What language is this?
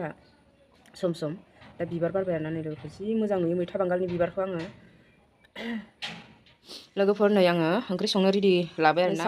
Bodo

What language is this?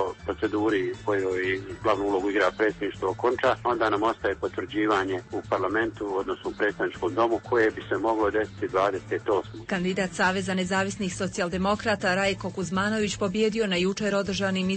Croatian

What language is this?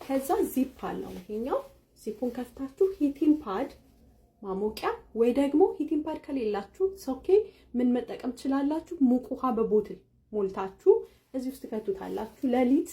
Amharic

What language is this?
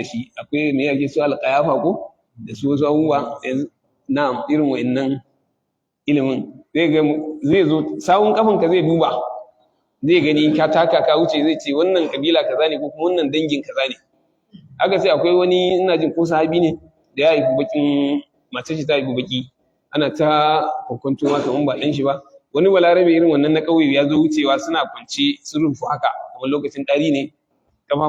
Hausa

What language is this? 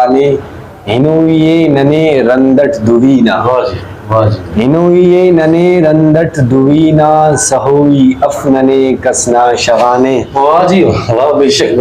Brahui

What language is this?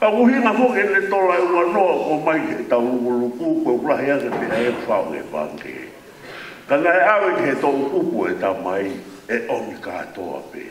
Tongan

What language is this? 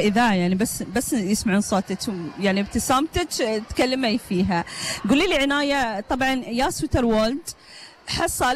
Gulf Arabic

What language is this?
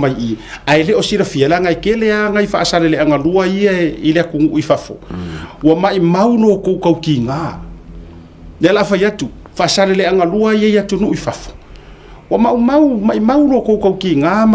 Samoan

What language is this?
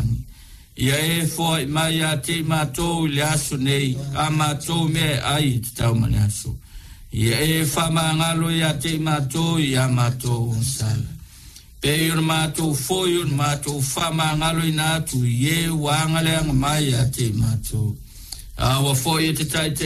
Samoan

